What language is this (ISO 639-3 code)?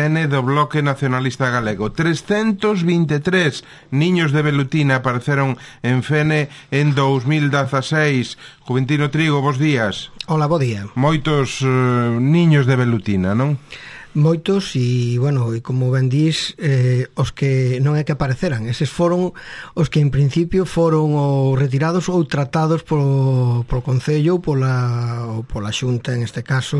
glg